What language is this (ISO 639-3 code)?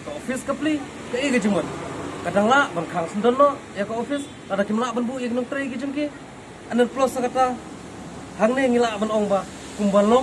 kha